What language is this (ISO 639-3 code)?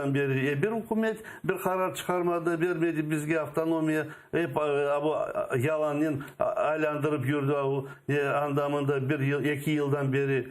crh